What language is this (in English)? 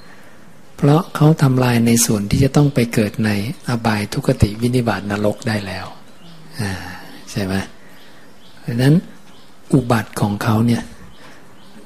Thai